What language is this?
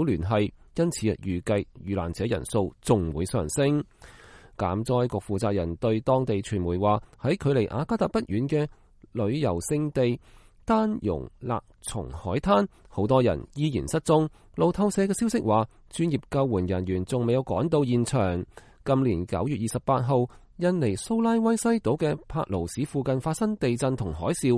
Cantonese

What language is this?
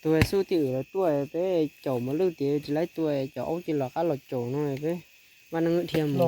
Hmong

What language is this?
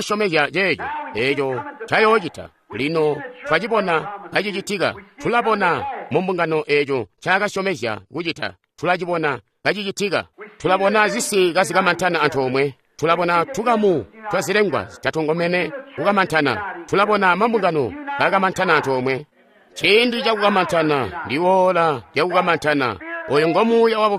Tonga (Zambia)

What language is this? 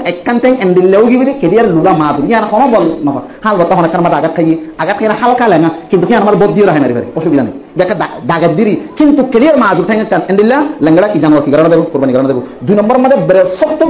Rohingya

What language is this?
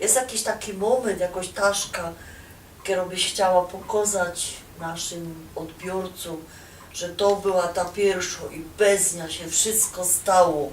Silesian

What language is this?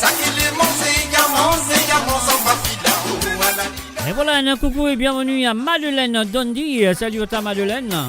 Morisyen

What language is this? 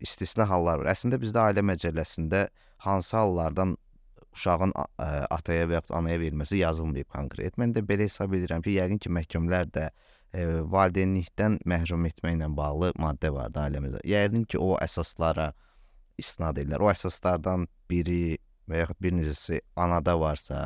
Azerbaijani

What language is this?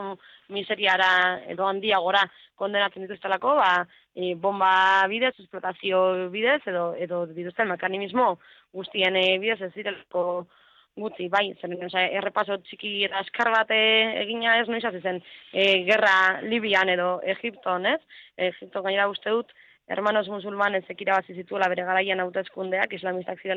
Basque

